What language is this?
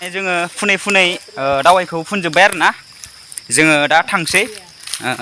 Bodo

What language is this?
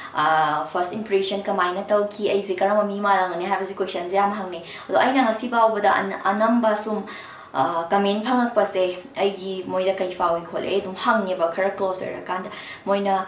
Manipuri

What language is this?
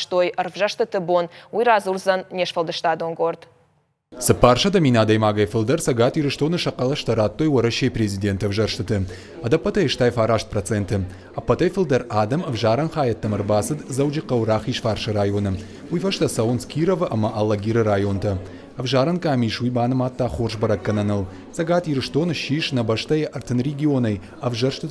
Ossetic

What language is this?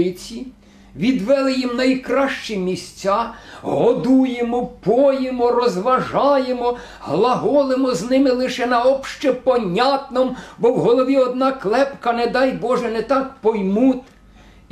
Ukrainian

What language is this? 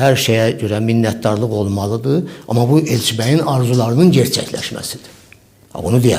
Azerbaijani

